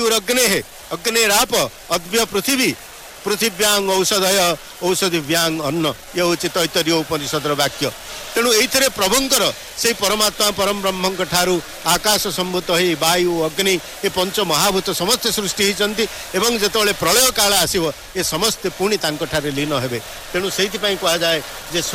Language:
Odia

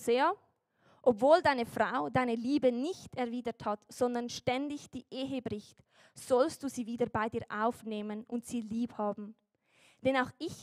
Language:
Swiss German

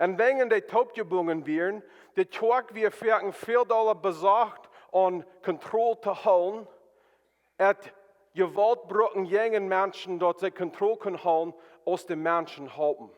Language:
Plautdietsch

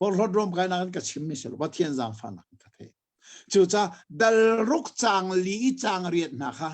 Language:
Hakha Chin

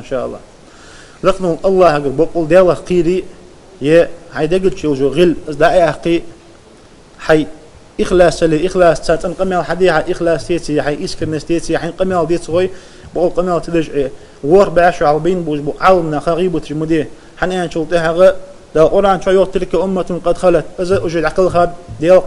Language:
Ingush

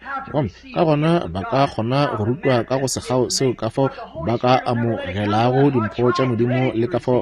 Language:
Northern Sotho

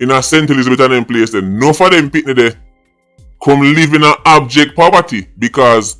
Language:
Jamaican Creole English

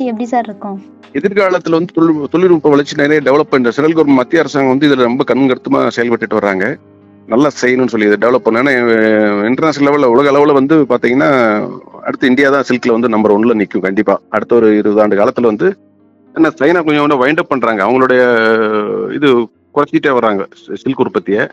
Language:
Tamil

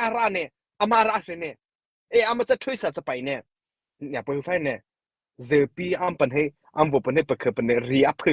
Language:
Mara Chin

